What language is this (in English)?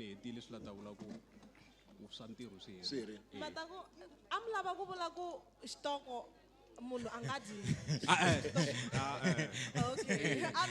Tsonga